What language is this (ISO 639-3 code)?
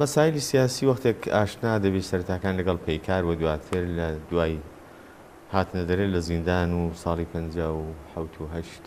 ckb